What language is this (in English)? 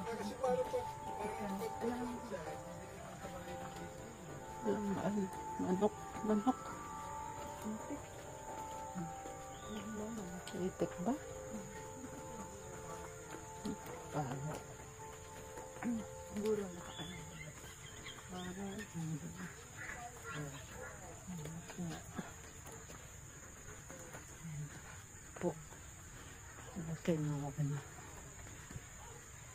Filipino